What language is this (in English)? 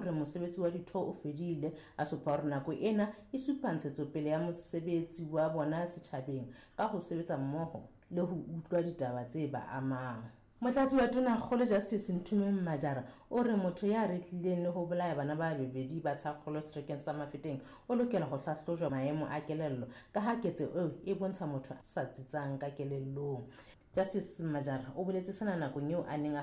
Southern Sotho